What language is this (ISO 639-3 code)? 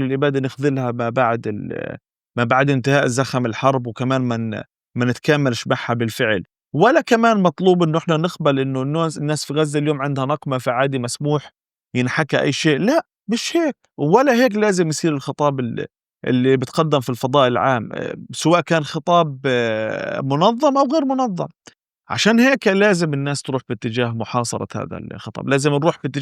apc